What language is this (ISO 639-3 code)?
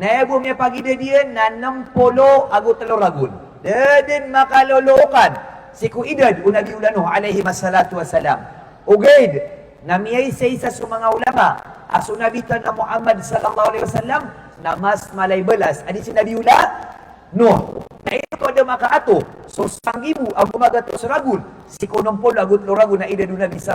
mrw